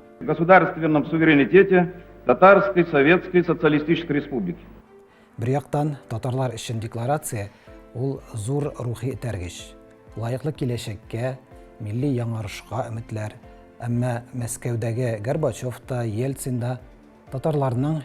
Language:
Tatar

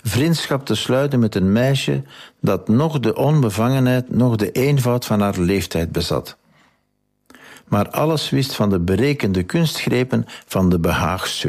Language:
Dutch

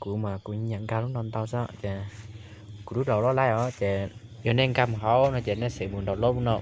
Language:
Hmong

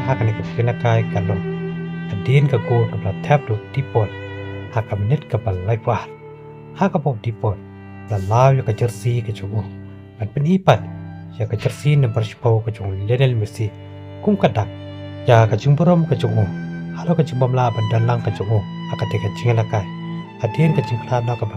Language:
Khasi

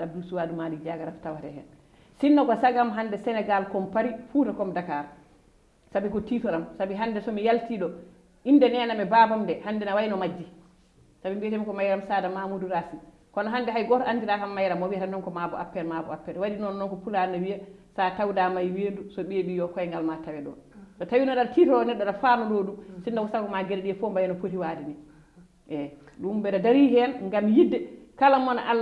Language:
Fula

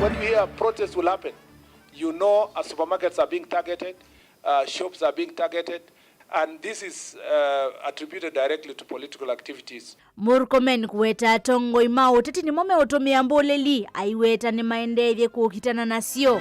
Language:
Kamba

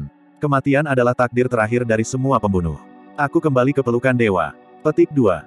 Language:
Indonesian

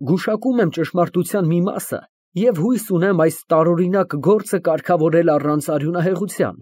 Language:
Armenian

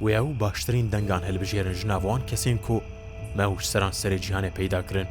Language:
Kurdish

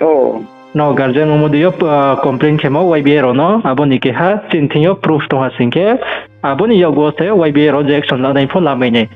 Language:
Riang (India)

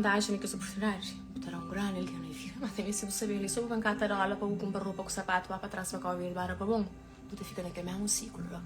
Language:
Kabuverdianu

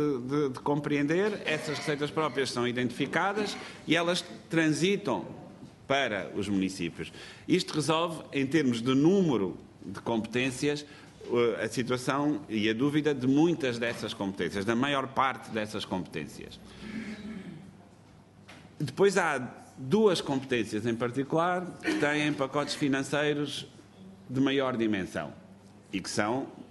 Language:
Portuguese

